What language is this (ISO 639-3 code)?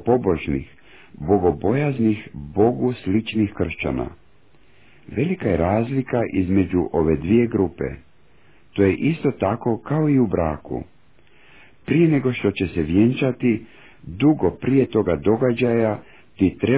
hrv